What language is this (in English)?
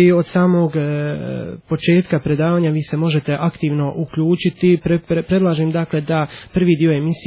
Bosnian